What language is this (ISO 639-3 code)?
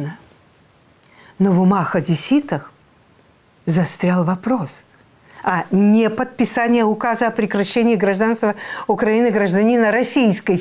rus